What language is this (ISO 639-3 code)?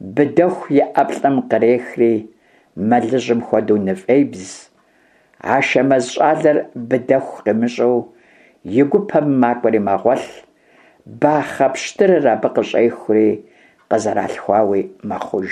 kbd